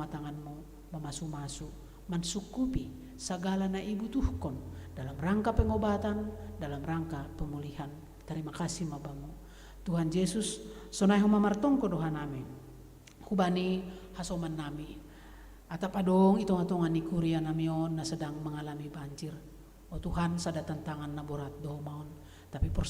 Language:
Batak Simalungun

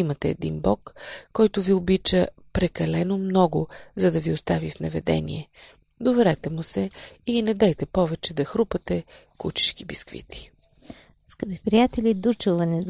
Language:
Bulgarian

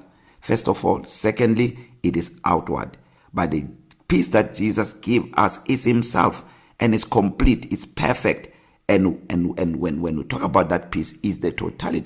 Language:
English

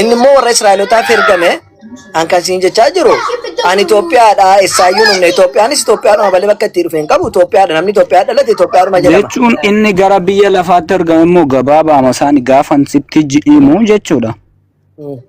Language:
Oromo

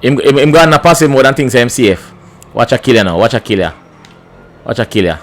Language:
Jamaican Creole English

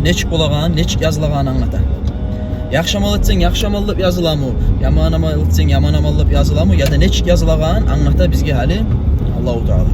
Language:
Kumyk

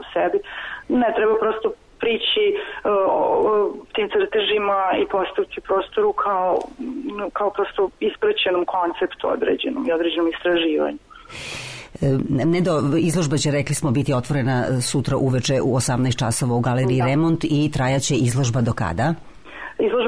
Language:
Serbian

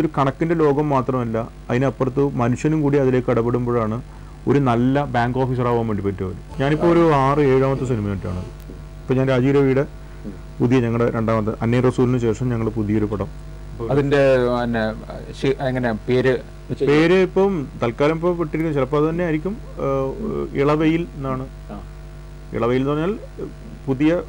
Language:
Malayalam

